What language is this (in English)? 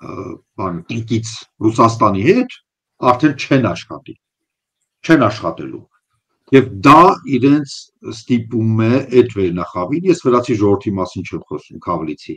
Armenian